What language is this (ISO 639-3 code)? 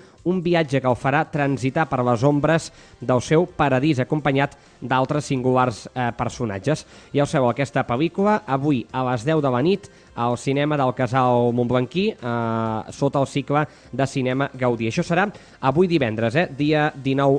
cat